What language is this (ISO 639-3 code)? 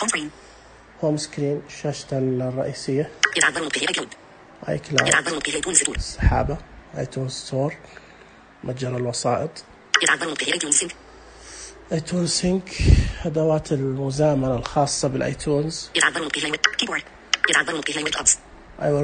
ars